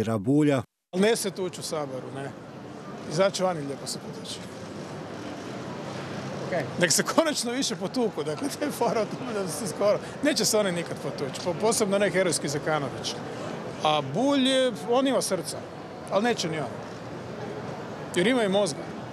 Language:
Croatian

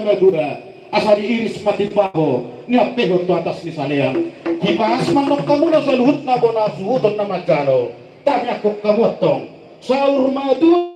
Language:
Batak Toba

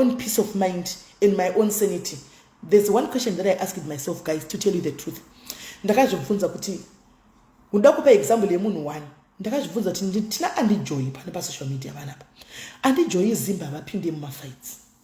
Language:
Shona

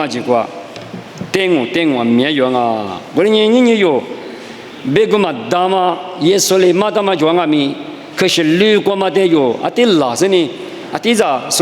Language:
Lisu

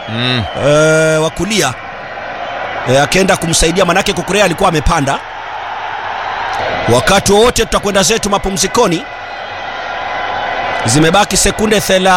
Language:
Swahili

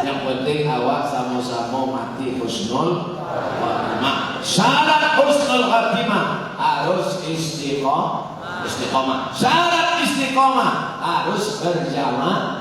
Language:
Minangkabau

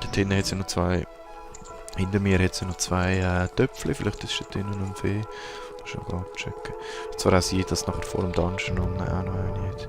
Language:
Swiss German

